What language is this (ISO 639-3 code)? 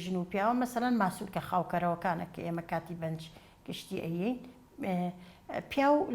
ckb